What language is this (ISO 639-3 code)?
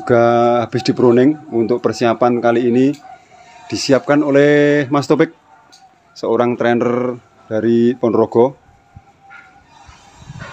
ind